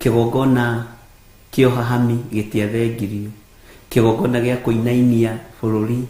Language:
Kikuyu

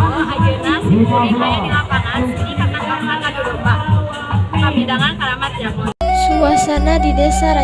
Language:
Sundanese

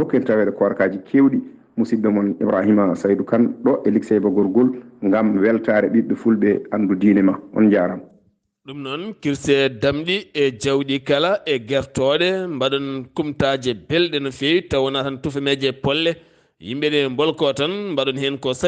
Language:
Fula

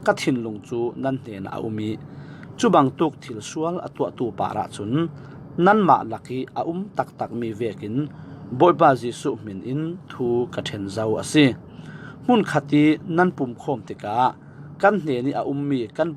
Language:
Falam Chin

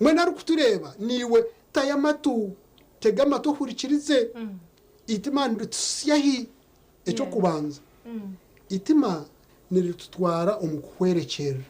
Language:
Nyankole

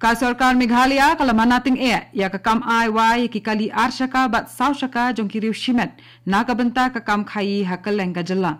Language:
Khasi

